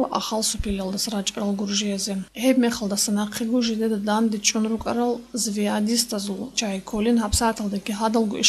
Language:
Avaric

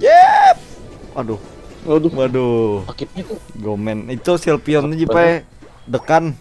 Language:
Banjar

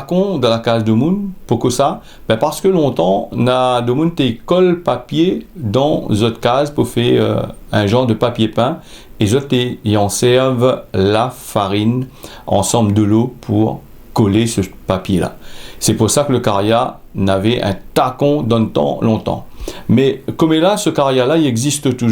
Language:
Réunion Creole French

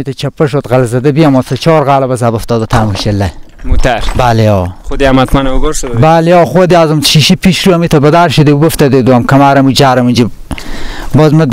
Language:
Persian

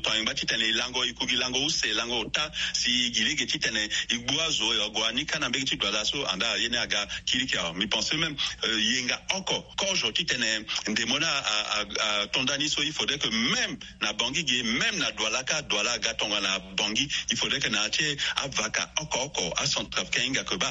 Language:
Sango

